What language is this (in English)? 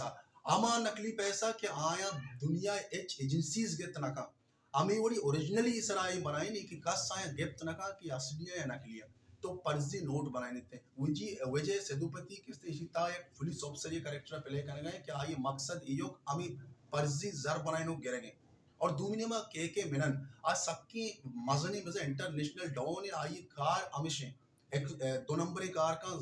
Baluchi